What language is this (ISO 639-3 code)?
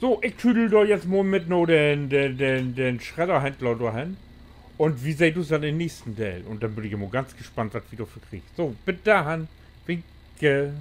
nds